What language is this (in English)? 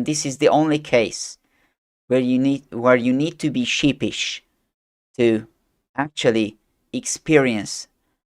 English